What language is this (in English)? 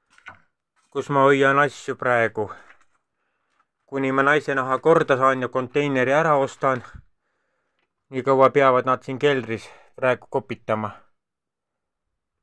Estonian